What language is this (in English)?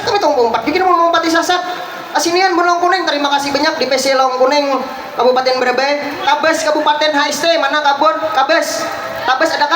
Banjar